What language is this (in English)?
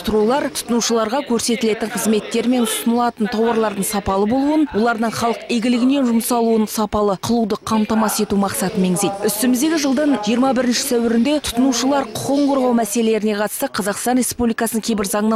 Kazakh